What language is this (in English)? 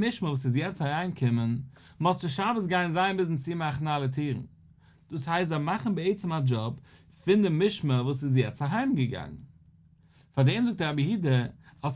Yiddish